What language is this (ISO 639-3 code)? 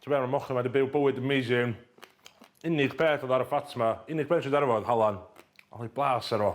cym